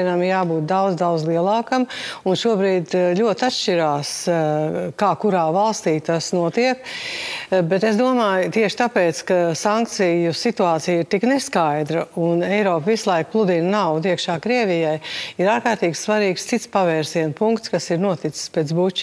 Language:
Latvian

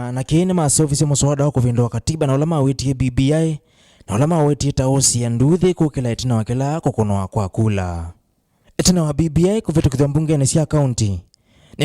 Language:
Kamba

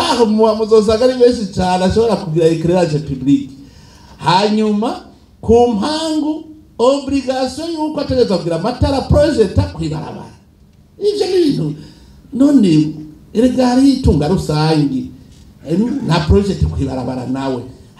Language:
Rundi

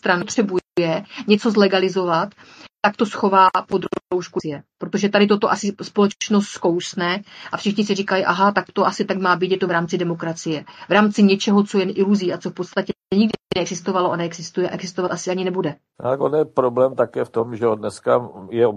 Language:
Czech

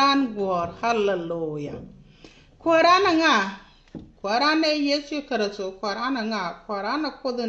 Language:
Nuer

